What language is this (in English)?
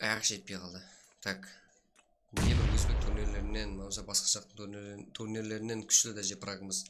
Kara-Kalpak